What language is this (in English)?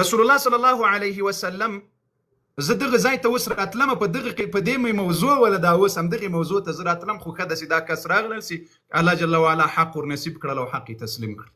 Pashto